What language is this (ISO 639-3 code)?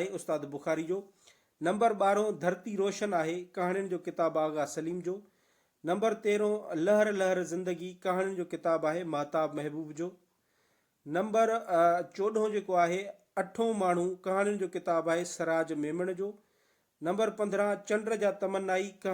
snd